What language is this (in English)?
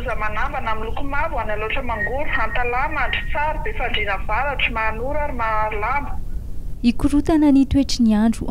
Malagasy